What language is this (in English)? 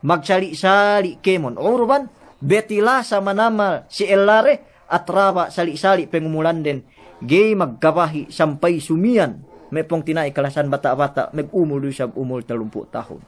Yakan